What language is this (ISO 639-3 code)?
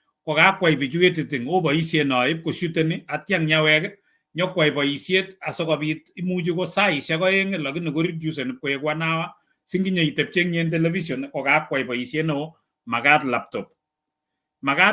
kln